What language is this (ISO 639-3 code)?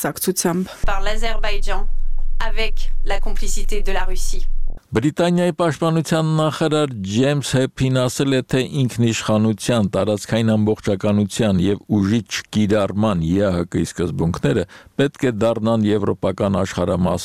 hye